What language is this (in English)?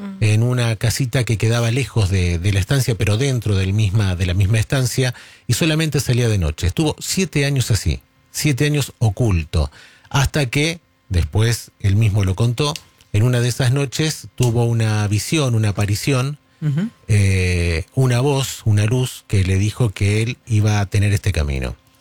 Spanish